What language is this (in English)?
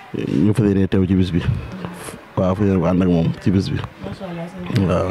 Wolof